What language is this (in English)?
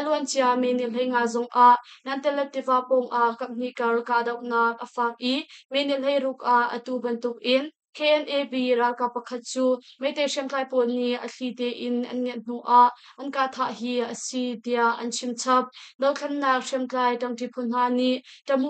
Hakha Chin